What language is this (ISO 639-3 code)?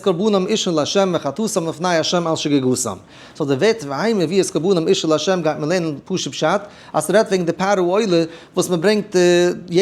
yid